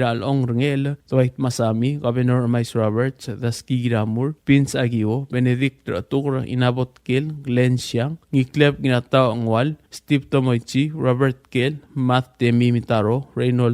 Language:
Palauan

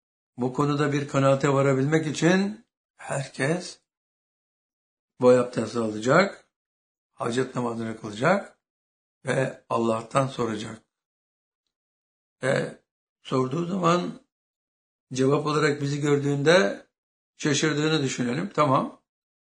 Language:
Turkish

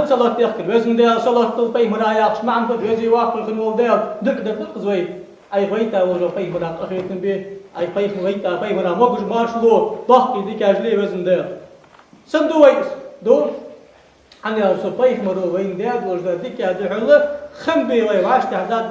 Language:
Ingush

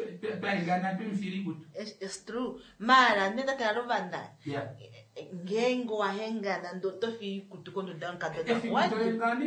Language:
Kuanyama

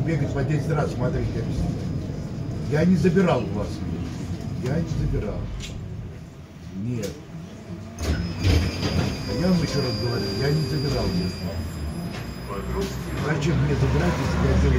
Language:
Russian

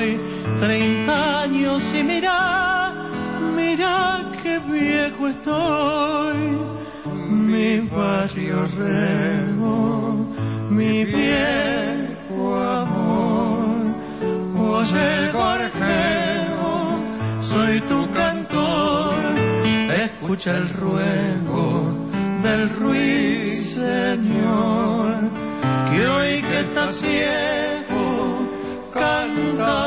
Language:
Spanish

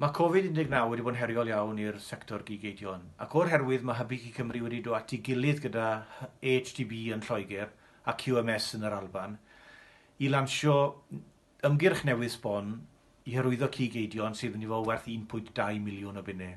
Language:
Welsh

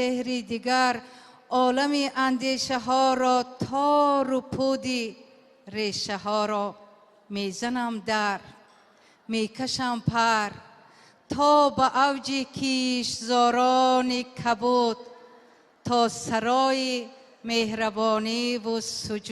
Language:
Tajik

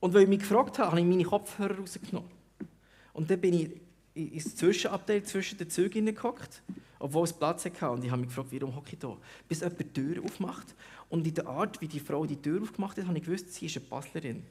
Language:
Swiss German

